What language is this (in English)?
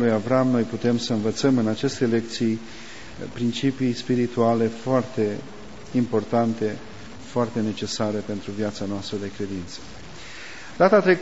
Romanian